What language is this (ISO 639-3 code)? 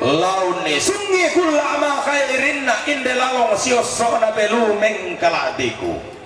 sda